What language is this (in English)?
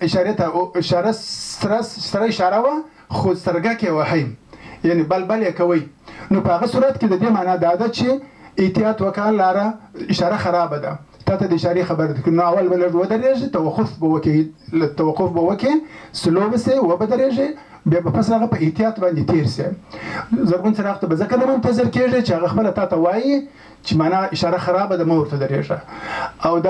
Pashto